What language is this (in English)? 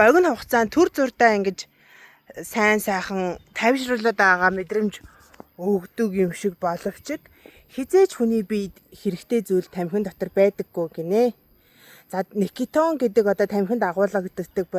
Mongolian